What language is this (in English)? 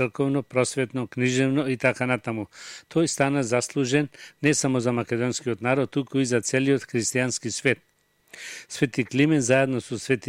Macedonian